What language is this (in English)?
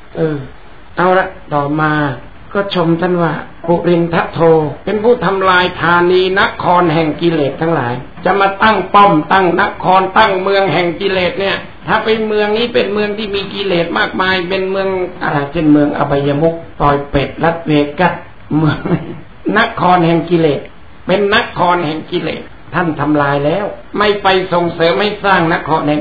Thai